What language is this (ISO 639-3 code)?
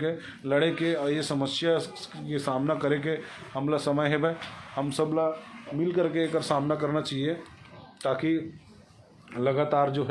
hne